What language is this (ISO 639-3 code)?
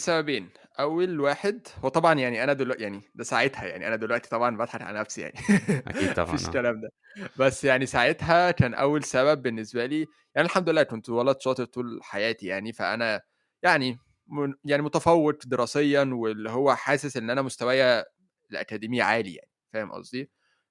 arz